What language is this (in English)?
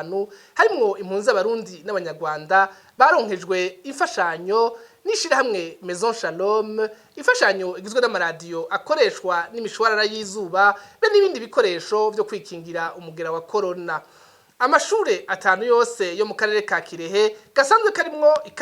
Rundi